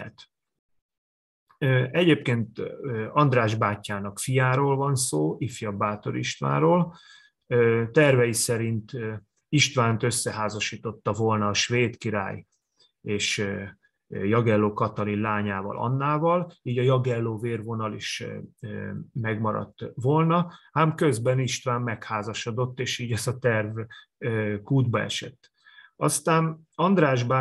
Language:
Hungarian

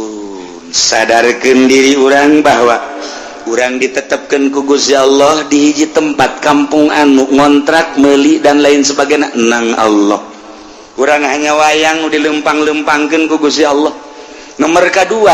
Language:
Sundanese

